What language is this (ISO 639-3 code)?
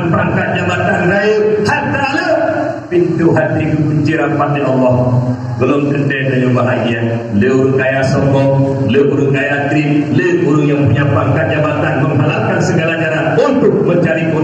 ace